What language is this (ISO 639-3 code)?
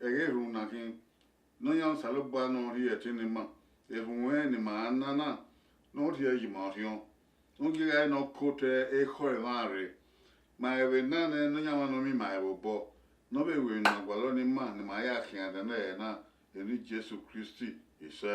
bin